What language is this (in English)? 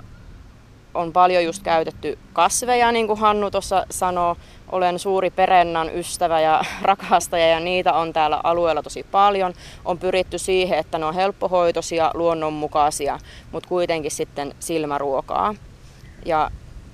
Finnish